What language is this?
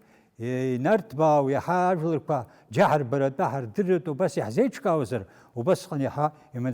Abkhazian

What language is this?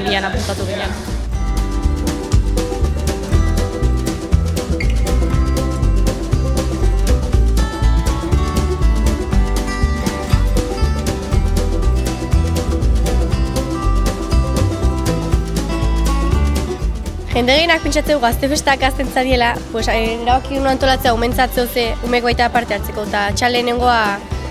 Basque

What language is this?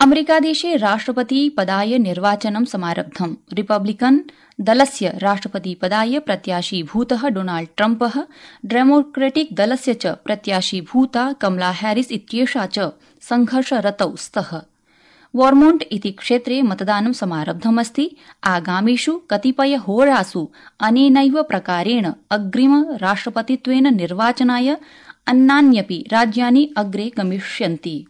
Sanskrit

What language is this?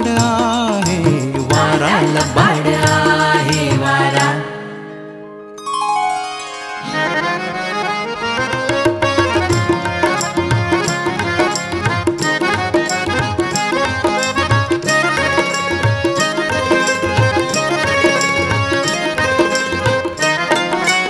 Marathi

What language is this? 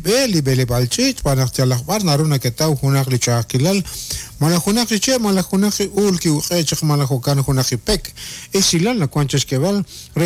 Kekchí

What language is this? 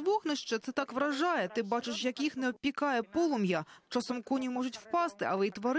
Ukrainian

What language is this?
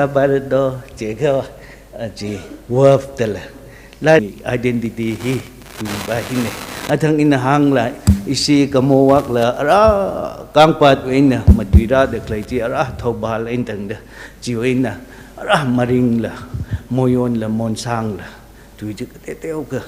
Tangkhul Naga (India)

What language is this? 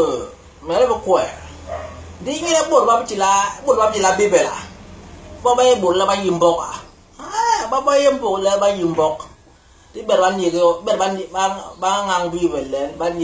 Basaa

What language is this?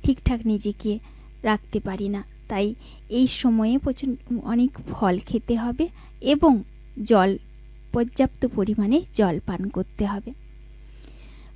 Bangla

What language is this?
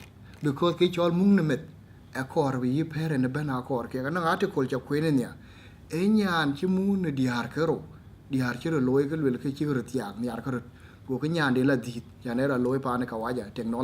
Dinka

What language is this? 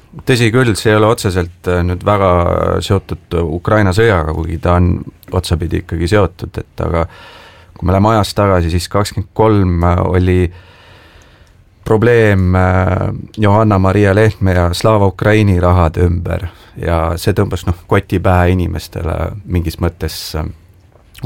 Estonian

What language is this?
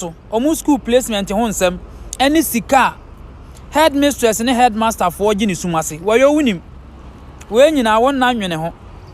Akan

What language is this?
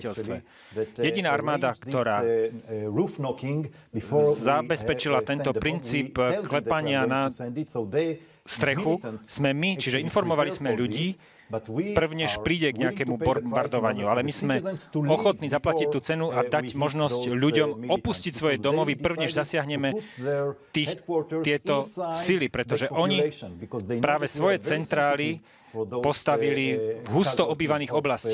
Slovak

